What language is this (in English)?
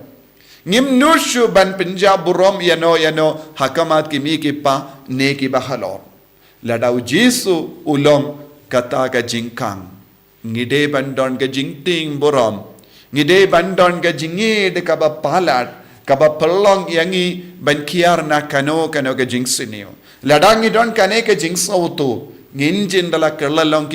Khasi